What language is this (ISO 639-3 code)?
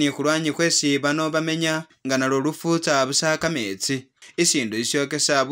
swa